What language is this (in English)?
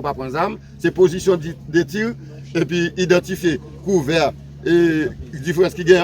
Haitian Creole